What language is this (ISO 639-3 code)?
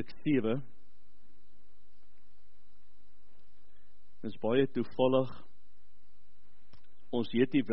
afr